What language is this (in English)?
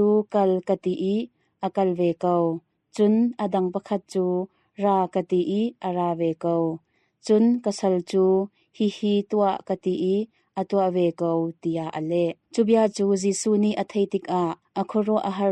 Hakha Chin